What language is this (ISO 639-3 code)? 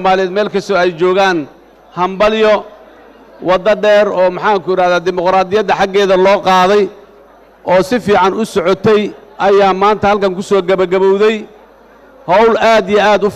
som